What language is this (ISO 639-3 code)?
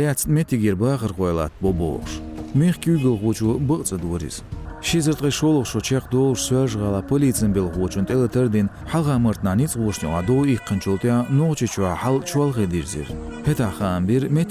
che